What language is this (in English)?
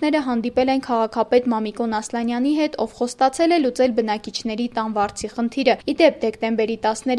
Armenian